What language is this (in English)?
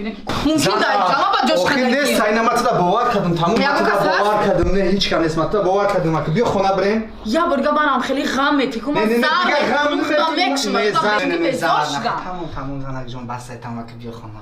Tajik